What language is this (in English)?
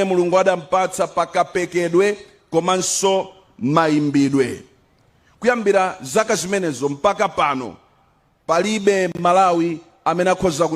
Nyanja